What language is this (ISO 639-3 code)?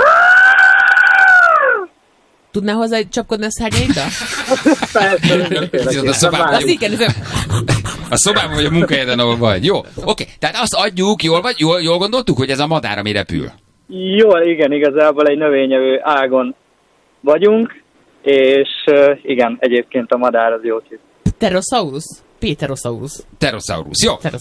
hun